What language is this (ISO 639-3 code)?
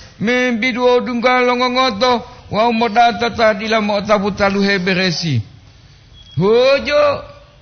gor